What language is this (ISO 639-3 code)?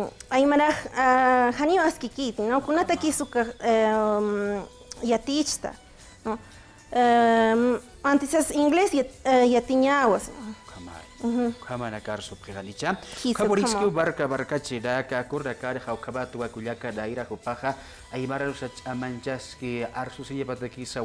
aym